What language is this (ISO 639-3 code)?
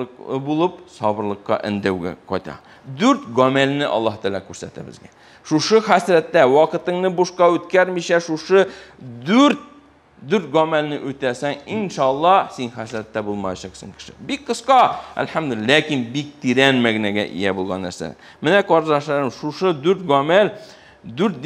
tat